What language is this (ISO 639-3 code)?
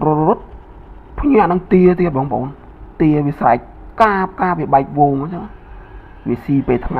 khm